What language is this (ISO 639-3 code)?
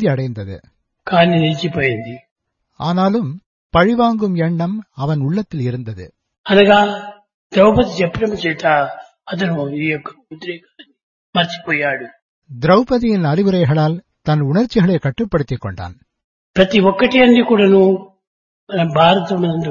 tam